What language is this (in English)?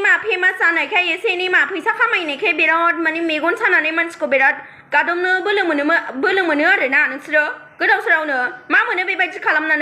Bodo